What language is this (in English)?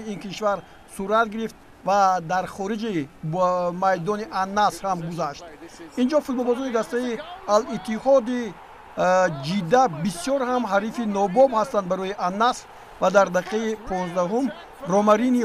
Tajik